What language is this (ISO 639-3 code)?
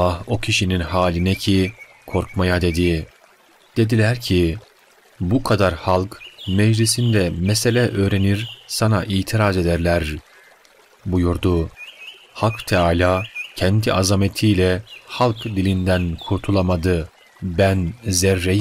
tur